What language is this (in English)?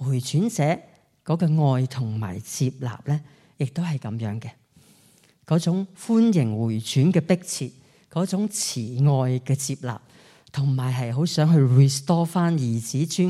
Cantonese